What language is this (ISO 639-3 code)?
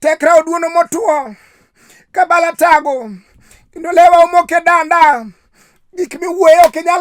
luo